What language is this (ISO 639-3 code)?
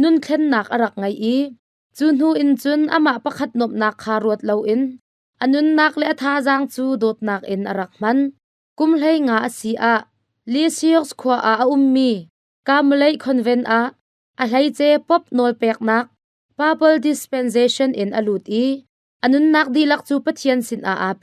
cnh